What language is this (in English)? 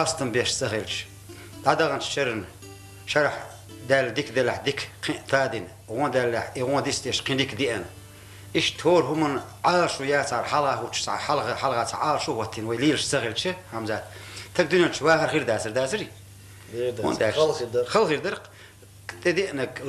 Chechen